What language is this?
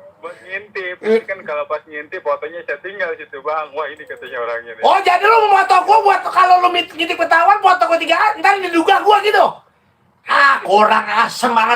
Betawi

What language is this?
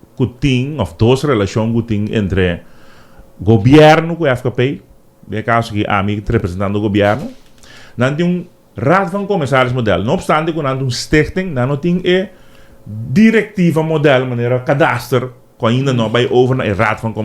Papiamento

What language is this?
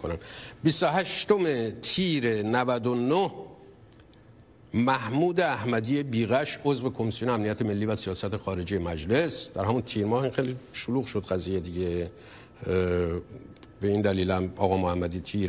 Persian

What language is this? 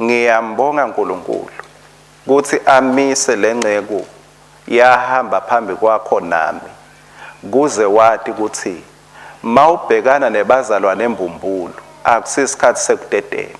Swati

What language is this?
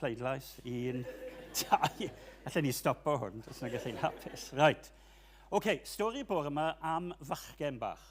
Welsh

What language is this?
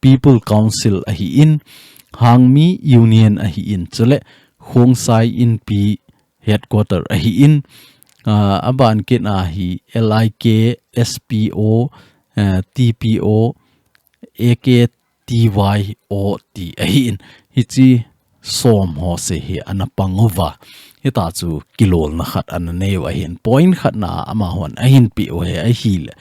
Thado Chin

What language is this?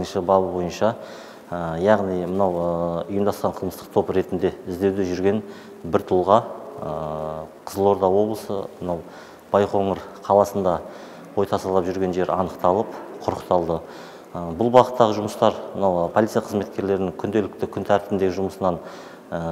Kazakh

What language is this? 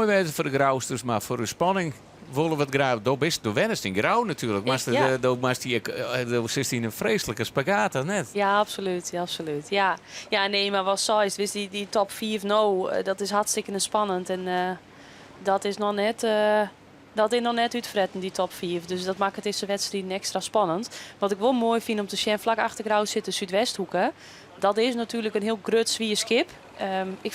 Western Frisian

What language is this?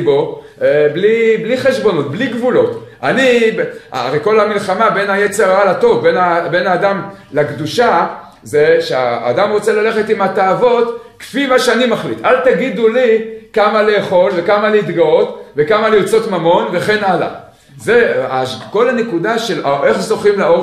Hebrew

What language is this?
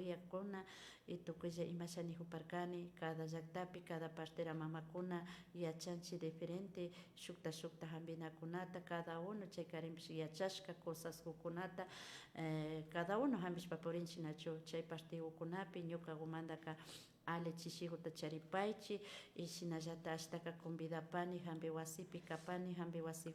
Imbabura Highland Quichua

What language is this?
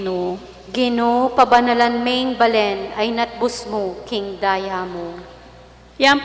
Pampanga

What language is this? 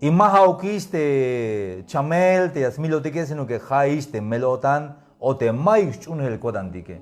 Tzeltal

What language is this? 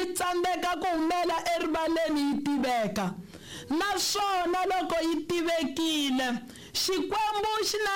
Tsonga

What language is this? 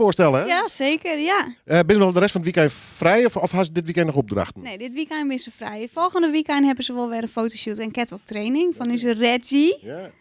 Western Frisian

